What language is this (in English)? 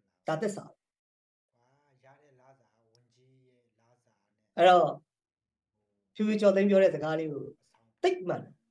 Burmese